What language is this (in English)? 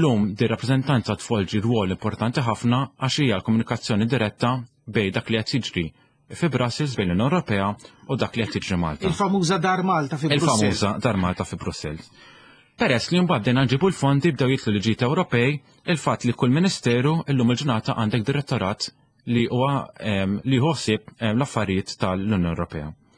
Maltese